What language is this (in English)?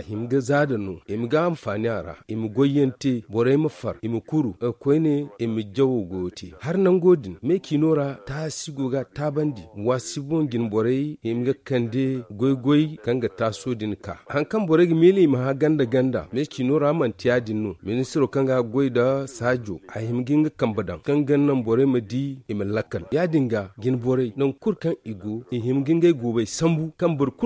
Zarma